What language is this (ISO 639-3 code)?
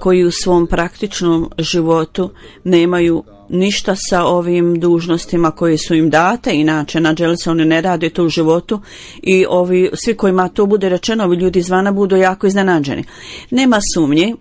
bos